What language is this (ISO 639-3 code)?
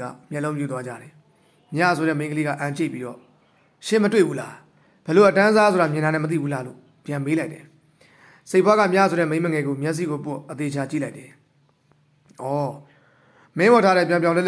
mya